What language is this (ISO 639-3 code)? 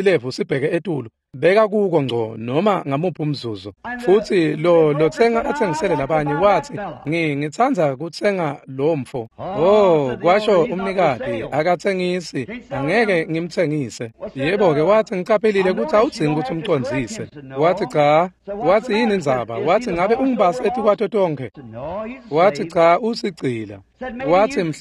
ssw